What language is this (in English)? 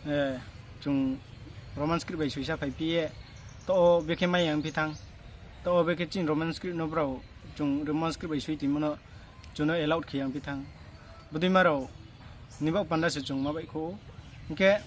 Riang (India)